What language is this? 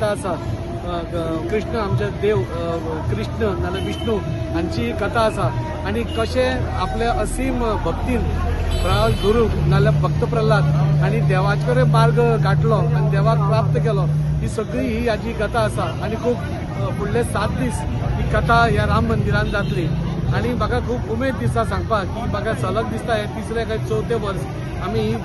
Konkani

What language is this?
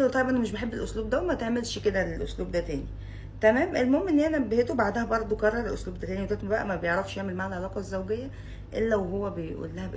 Egyptian Arabic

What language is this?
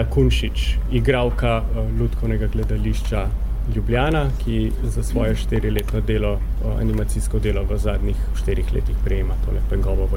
Slovenian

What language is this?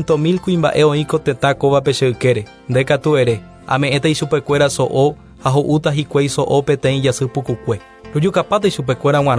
Guarani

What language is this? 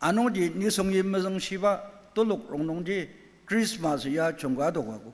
Ao Naga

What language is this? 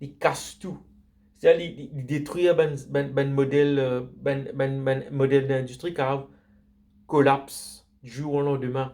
Morisyen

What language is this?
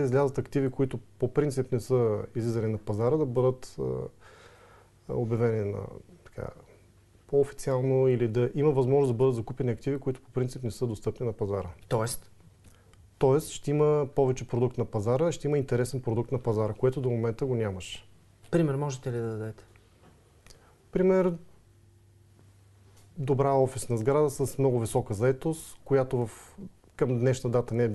Bulgarian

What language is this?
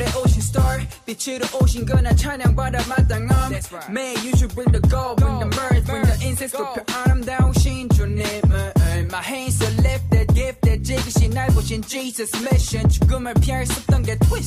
Korean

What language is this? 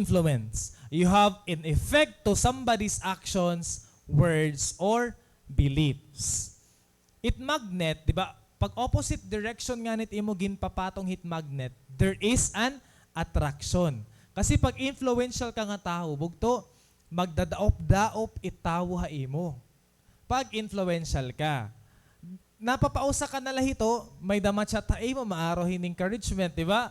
Waray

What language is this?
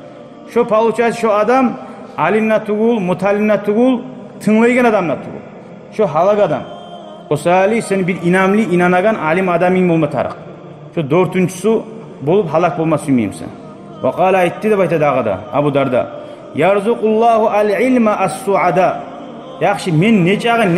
Kumyk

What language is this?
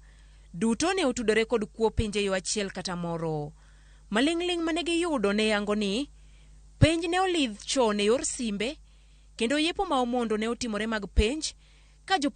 Luo (Kenya and Tanzania)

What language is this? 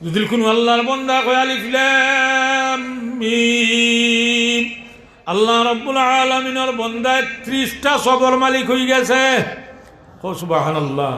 Sylheti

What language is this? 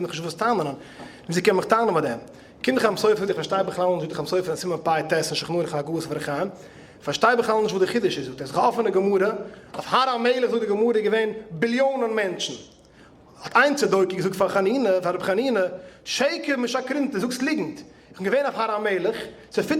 Yiddish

